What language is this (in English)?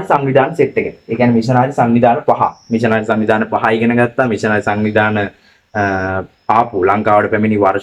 Sinhala